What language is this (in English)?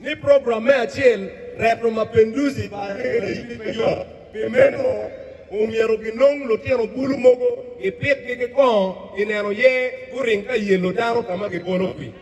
Acoli